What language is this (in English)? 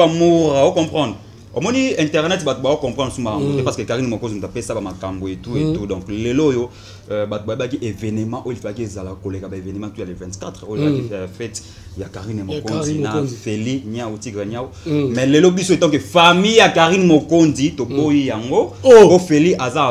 Lingala